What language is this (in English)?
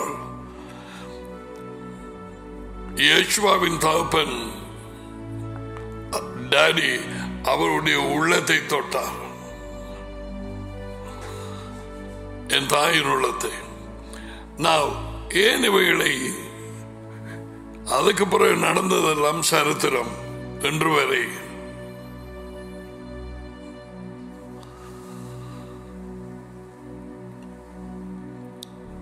Tamil